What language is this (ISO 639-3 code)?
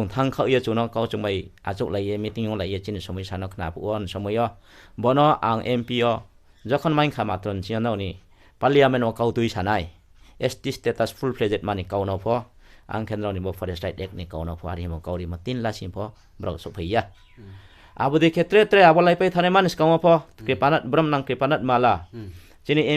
ria